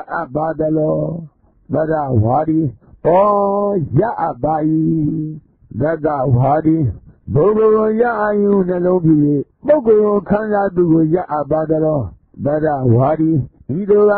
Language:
Burmese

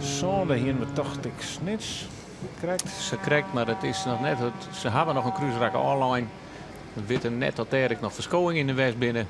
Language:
Western Frisian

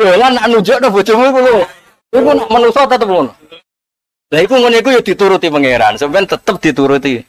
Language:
Javanese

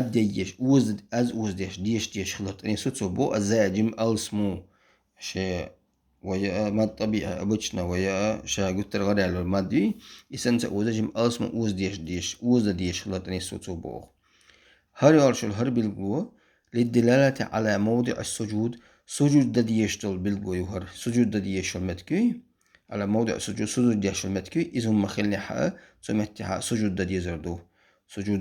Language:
Chechen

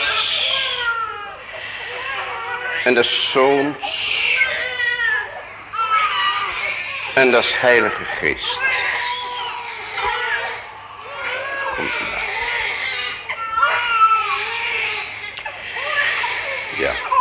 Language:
Dutch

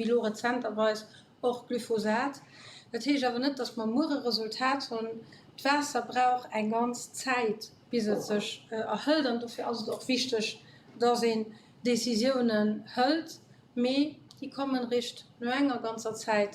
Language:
Luxembourgish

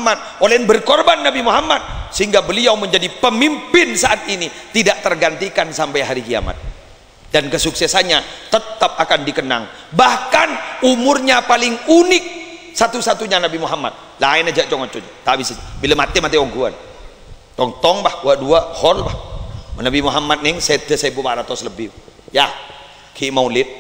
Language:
Madurese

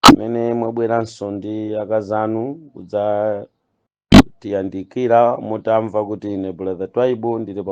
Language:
Nyanja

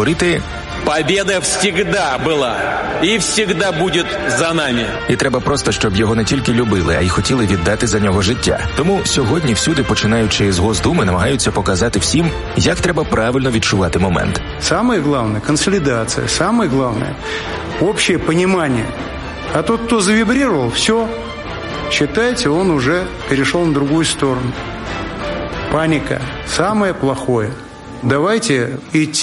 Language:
Ukrainian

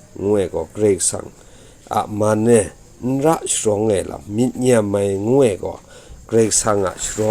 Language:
Kachin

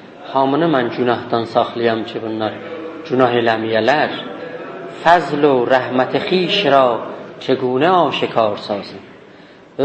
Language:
South Azerbaijani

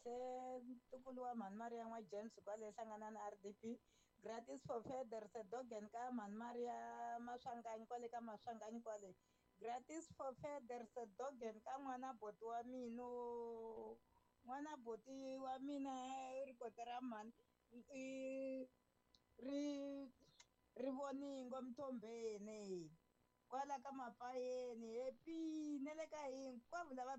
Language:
Tsonga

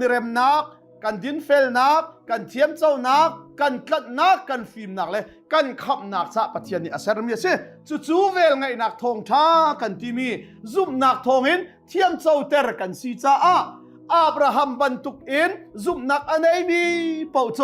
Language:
Hakha Chin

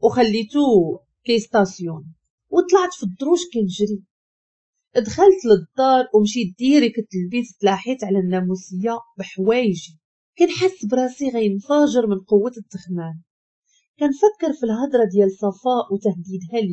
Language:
Moroccan Arabic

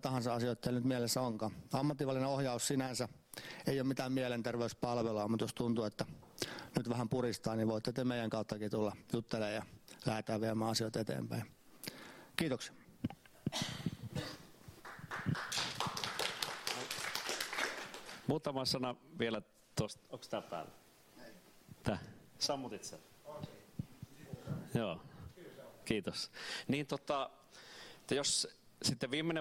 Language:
Finnish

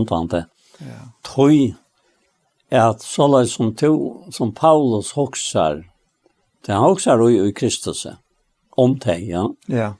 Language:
Faroese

